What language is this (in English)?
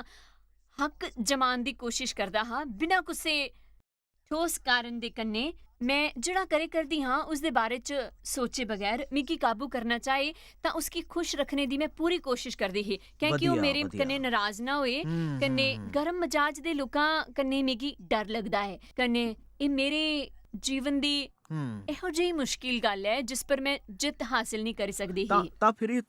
Dogri